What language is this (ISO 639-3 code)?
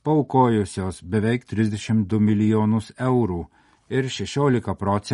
lit